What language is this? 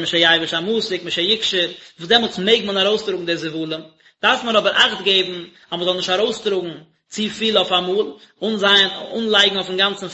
Yiddish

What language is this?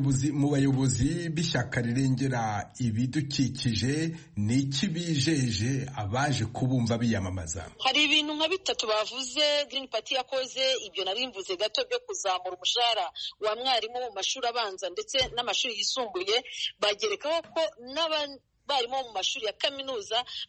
Kinyarwanda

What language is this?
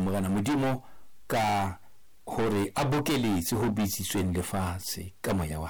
Southern Sotho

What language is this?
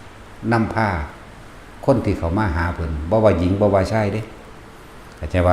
Lao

